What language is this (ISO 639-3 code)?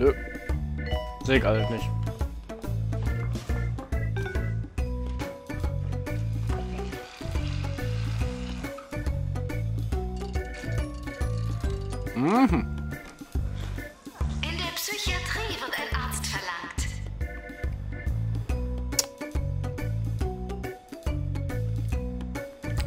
deu